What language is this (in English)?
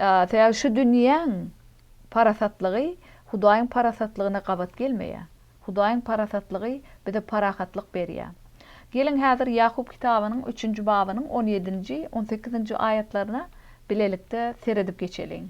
Turkmen